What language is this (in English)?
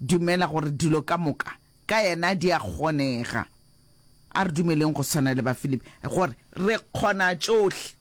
Northern Sotho